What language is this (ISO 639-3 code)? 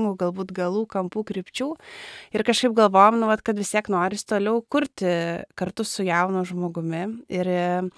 lit